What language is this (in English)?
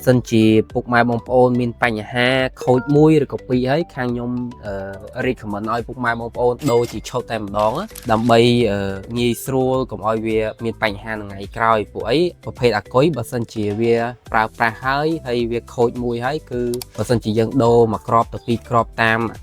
Khmer